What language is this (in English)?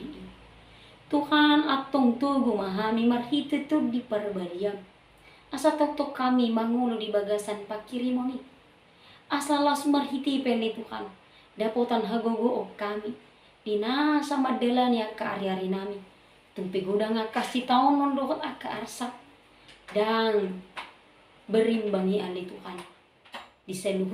Batak Toba